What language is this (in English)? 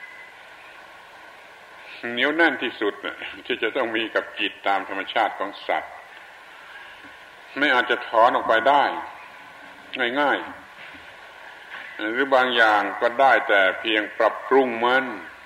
Thai